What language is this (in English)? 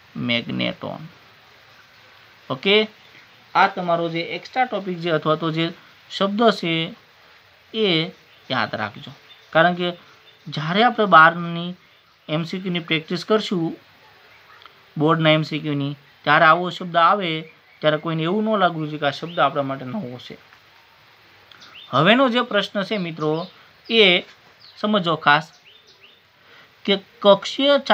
Gujarati